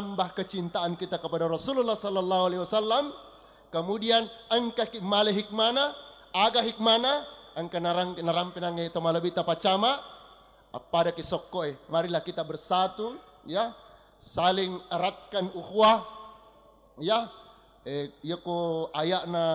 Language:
Buginese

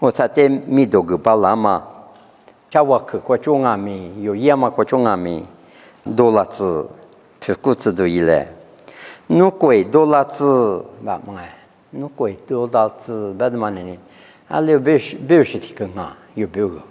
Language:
Lisu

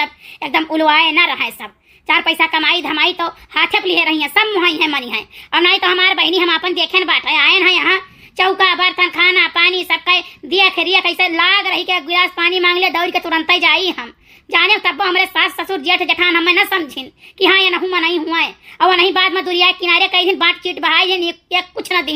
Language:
Awadhi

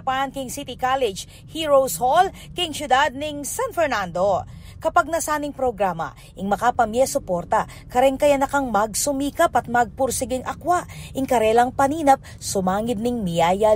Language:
Pampanga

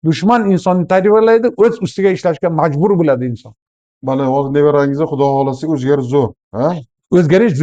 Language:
Uzbek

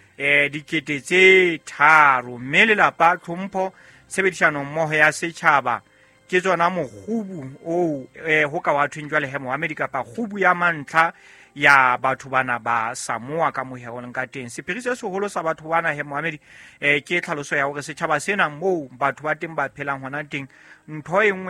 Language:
Southern Sotho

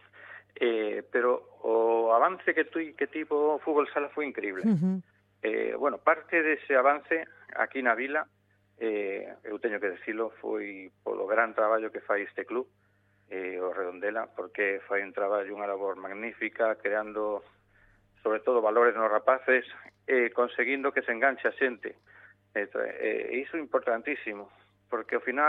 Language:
Galician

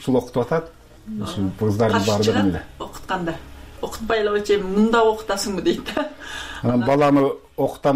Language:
Kyrgyz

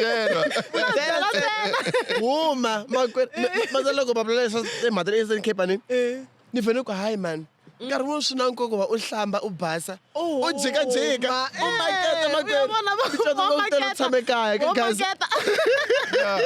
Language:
Tsonga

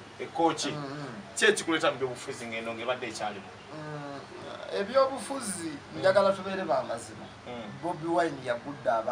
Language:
Ganda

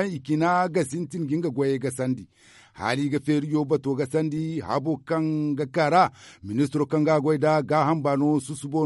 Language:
Zarma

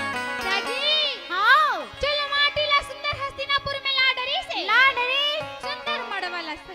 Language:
Chhattisgarhi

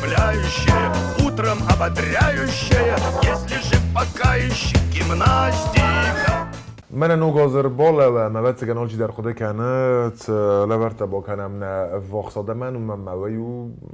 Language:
Ossetic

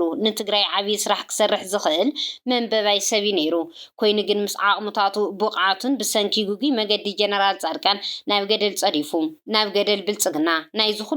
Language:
Tigrinya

